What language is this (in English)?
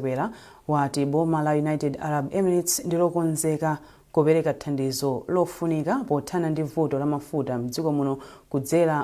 Nyanja